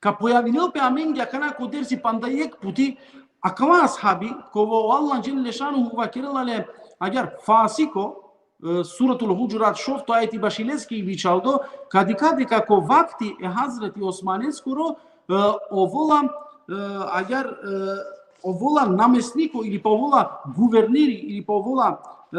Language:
Balkan Romani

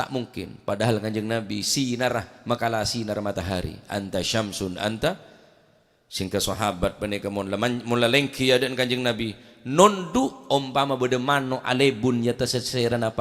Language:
Madurese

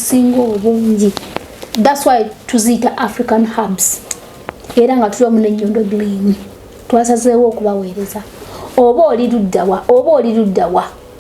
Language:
Ganda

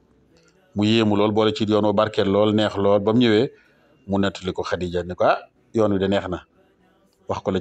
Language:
Wolof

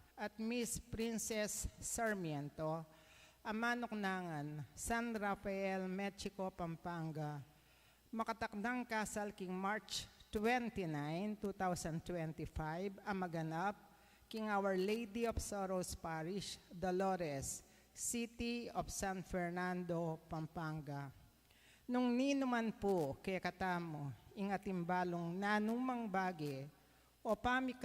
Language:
Pampanga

